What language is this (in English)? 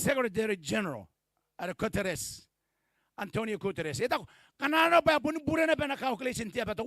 Gilbertese